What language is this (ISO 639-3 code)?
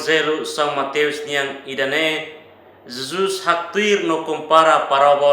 tet